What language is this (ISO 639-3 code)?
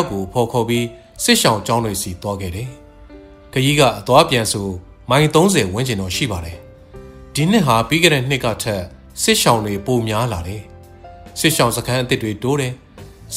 mya